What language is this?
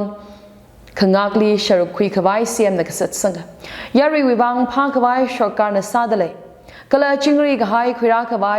Tangkhul Naga (India)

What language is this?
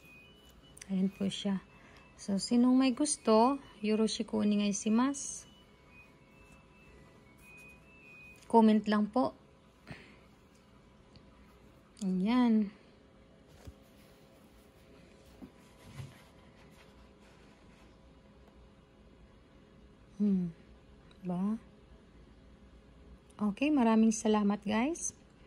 Filipino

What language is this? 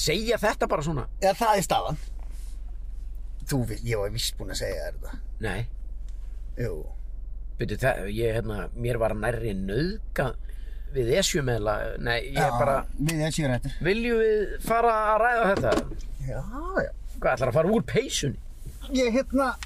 Icelandic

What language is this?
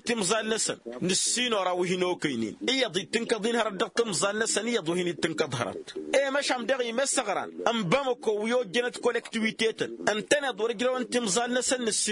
Tamasheq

